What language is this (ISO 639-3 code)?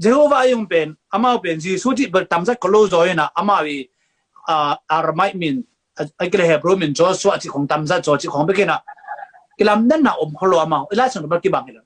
ctd